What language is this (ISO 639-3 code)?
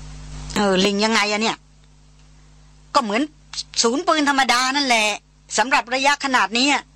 tha